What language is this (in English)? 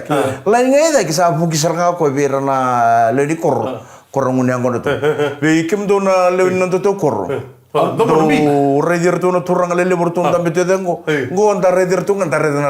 Fijian